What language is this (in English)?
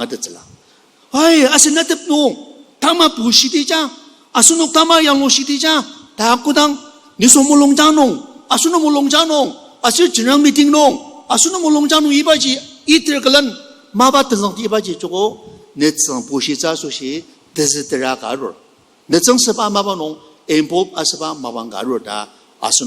Ao Naga